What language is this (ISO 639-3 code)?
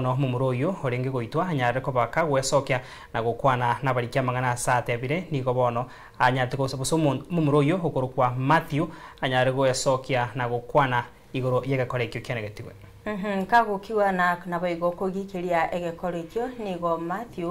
guz